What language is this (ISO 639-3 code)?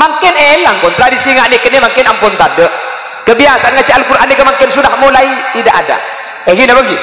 mad